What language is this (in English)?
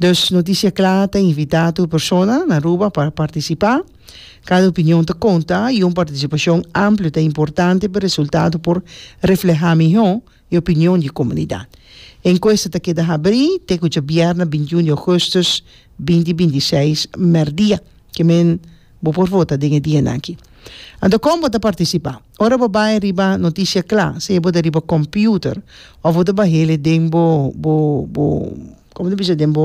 Papiamento